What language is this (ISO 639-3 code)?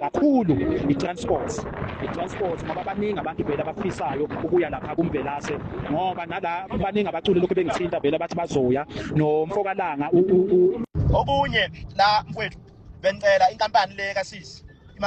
zul